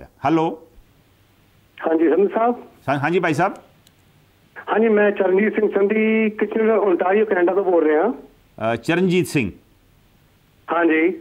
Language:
Punjabi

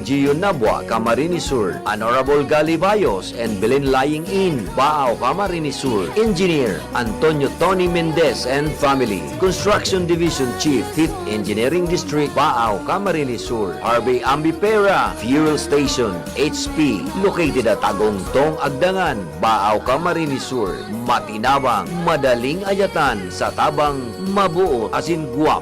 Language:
Bikol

